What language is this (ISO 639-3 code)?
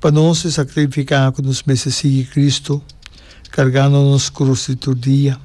pap